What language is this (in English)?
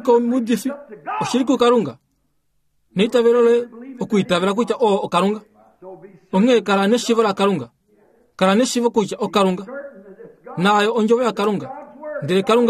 Kuanyama